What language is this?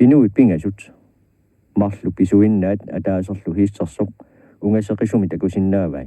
Kalaallisut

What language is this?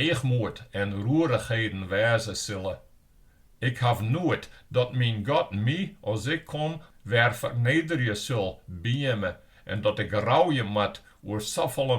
Western Frisian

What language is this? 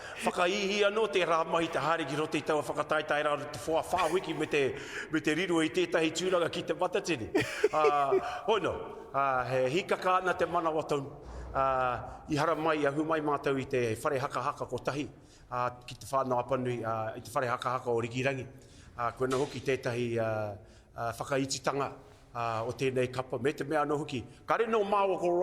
Māori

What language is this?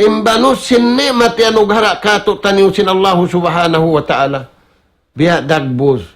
Tausug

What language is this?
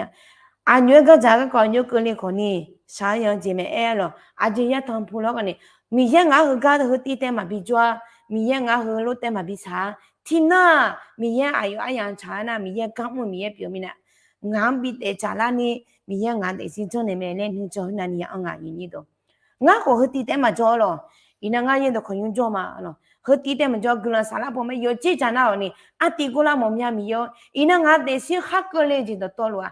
Akha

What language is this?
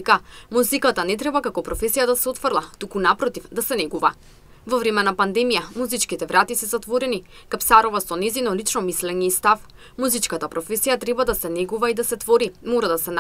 Macedonian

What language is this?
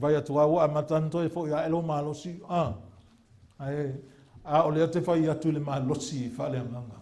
Samoan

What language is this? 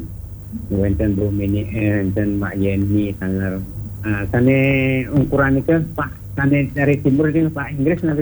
Balinese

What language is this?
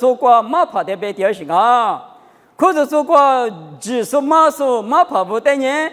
Lisu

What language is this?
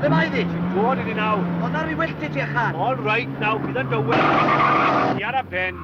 Welsh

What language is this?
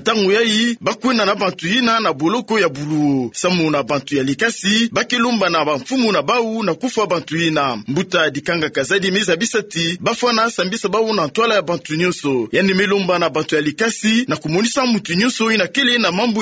Kituba (Democratic Republic of Congo)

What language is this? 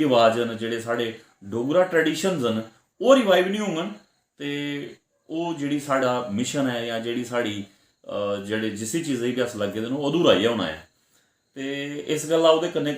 Dogri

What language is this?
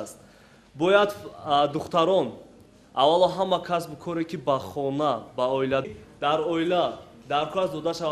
Tajik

